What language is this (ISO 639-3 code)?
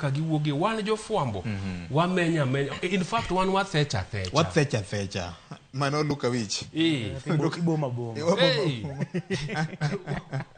luo